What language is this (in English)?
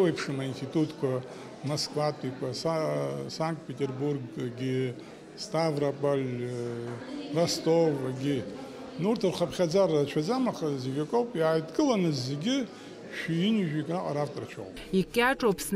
Abkhazian